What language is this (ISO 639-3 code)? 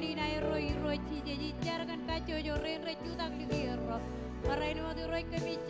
mah